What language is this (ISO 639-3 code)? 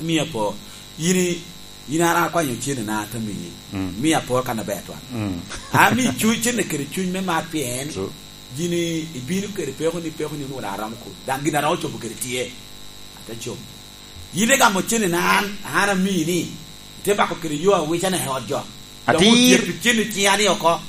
laj